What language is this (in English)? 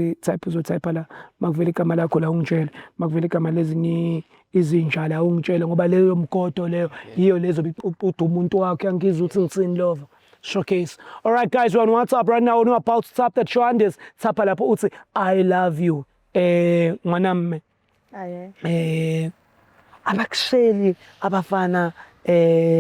Zulu